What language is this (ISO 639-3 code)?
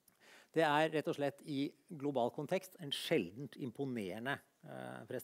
nor